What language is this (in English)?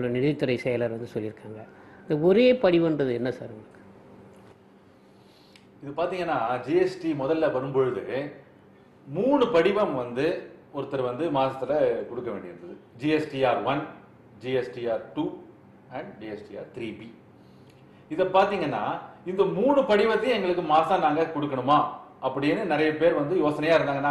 Tamil